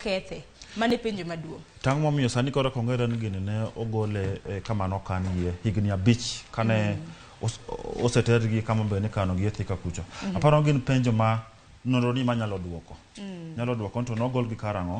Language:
Luo (Kenya and Tanzania)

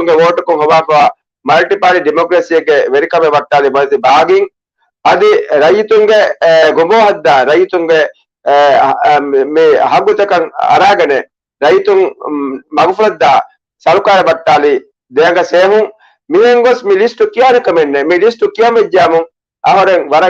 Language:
Divehi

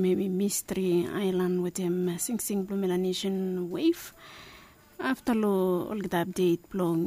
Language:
Bislama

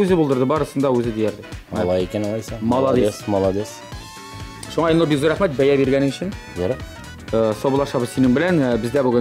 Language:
Tatar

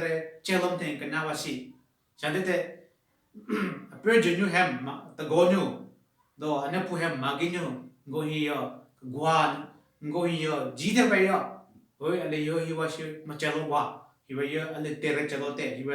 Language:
Southern Rengma Naga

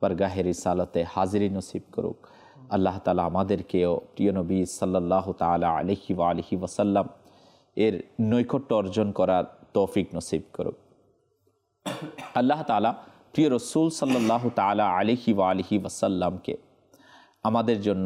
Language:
Bangla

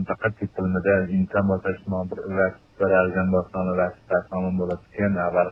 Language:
Uyghur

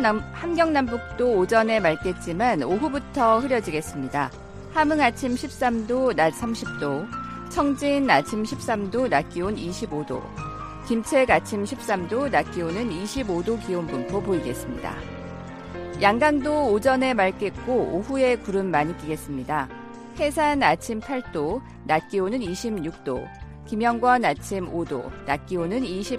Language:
Korean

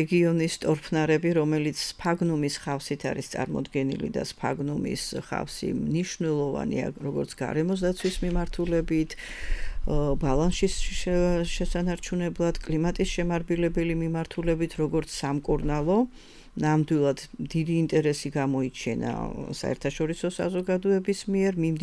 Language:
Georgian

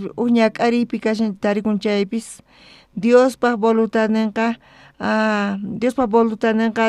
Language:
South Bolivian Quechua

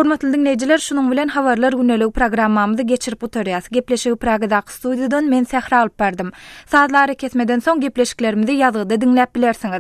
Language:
Turkmen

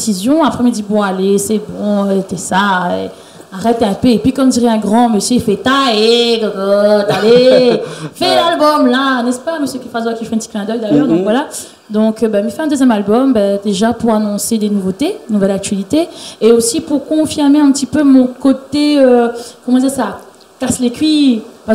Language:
Réunion Creole French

